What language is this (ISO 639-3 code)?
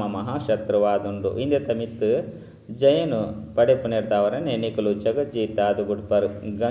tcy